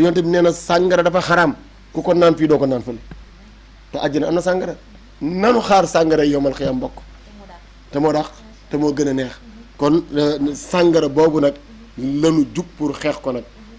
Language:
Wolof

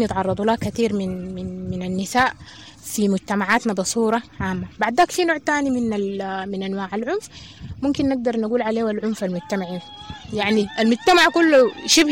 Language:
Sudanese Arabic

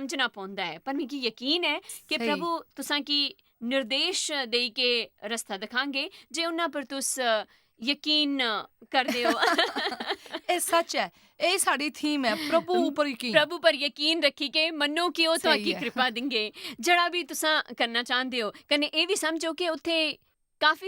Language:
Dogri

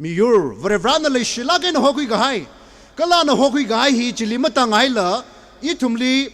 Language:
Tangkhul Naga (India)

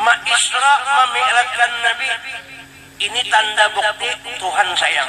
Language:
Banjar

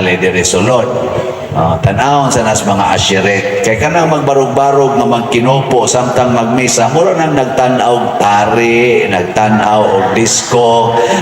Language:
Cebuano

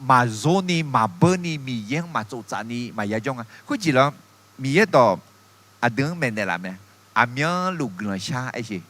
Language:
Akha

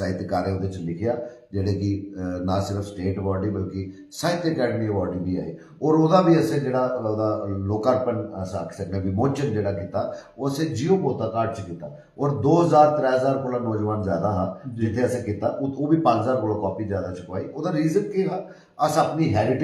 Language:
Dogri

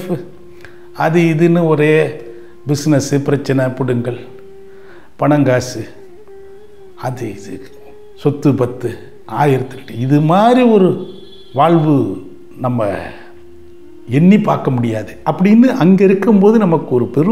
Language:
Tamil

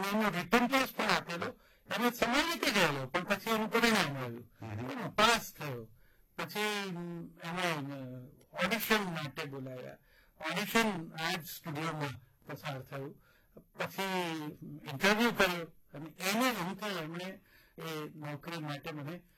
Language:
Gujarati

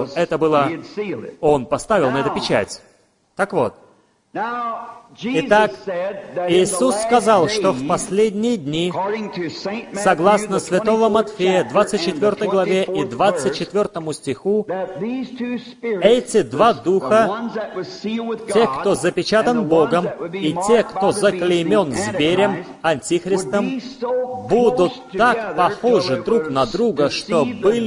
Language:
Russian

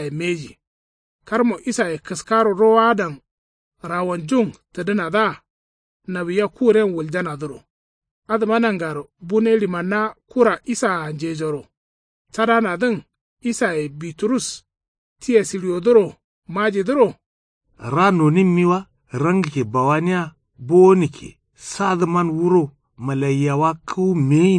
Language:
Kanuri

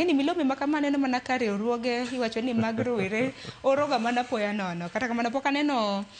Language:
Luo (Kenya and Tanzania)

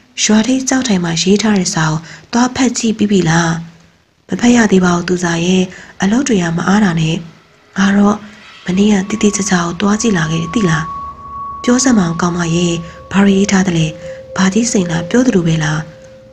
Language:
Burmese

